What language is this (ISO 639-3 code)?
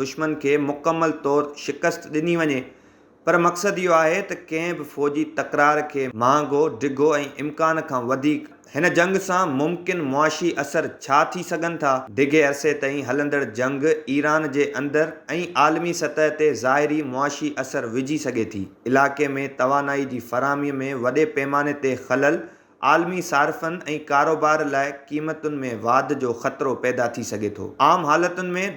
snd